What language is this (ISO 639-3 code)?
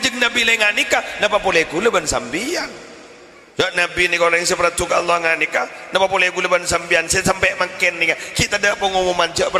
mad